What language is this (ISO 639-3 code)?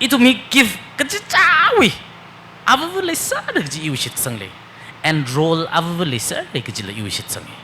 nmf